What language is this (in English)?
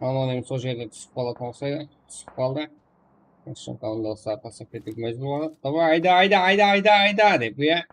Kara-Kalpak